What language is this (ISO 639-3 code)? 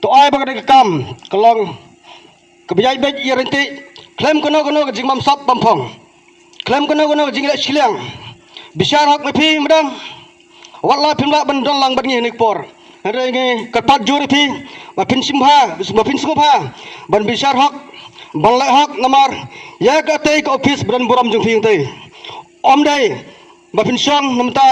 kha